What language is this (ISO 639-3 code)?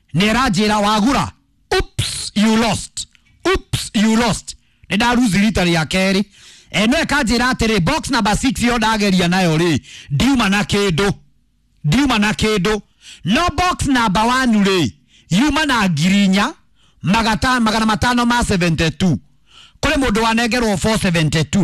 kik